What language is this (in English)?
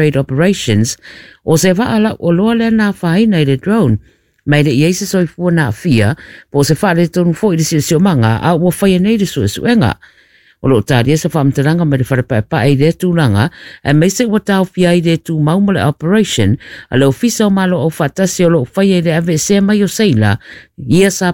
Samoan